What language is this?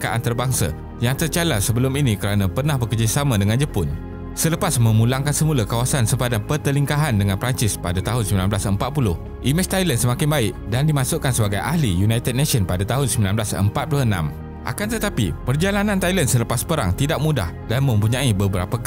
Malay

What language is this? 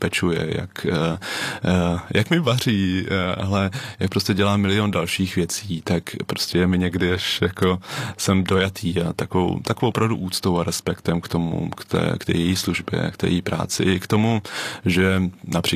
Czech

